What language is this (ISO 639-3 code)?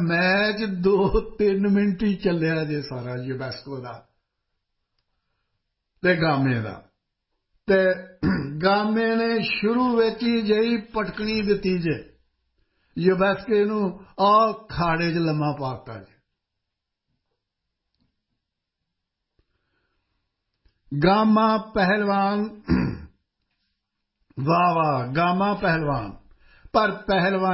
pan